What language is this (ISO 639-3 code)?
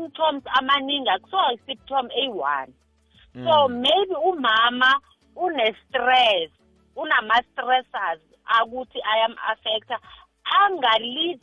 nbl